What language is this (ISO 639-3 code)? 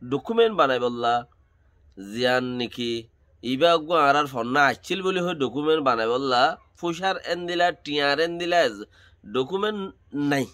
rhg